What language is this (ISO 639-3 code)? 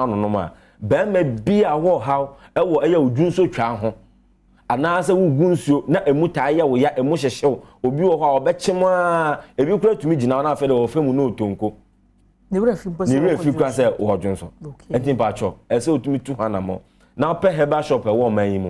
aka